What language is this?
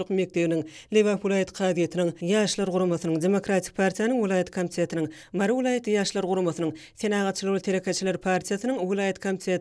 Turkmen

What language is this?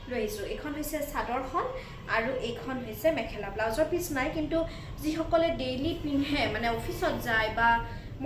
Assamese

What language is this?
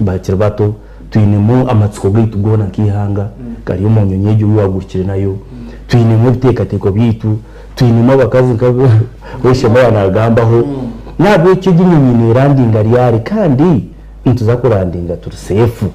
Nyankole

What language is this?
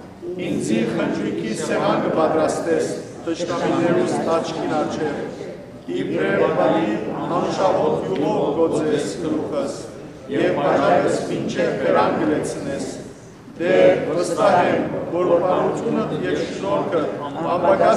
Western Armenian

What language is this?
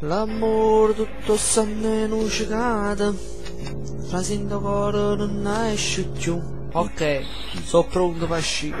Neapolitan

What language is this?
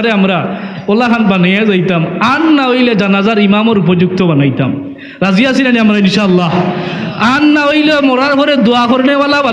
Sylheti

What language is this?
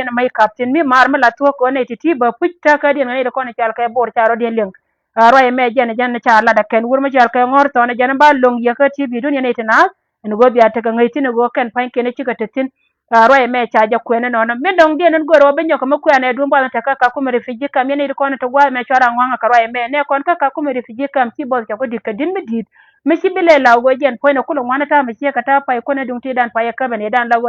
Nuer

